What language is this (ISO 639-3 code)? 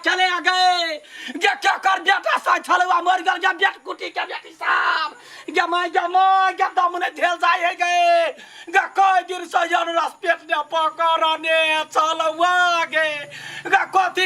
mai